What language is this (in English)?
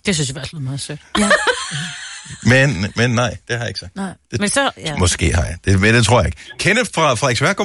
Danish